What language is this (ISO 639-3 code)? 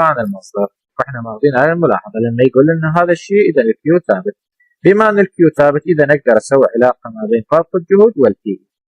acm